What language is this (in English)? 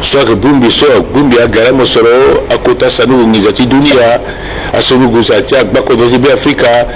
Sango